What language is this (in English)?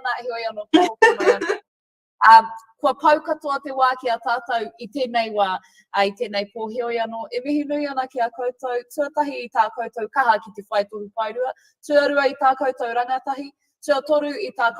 Māori